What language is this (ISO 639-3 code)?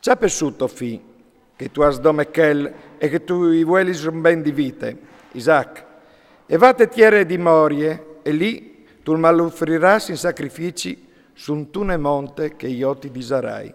fur